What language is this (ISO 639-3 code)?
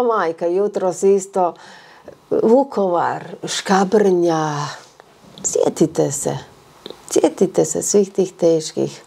hrv